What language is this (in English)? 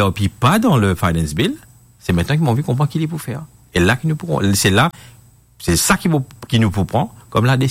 Morisyen